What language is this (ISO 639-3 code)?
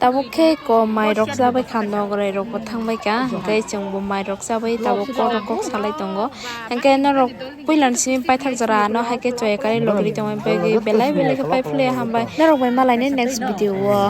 trp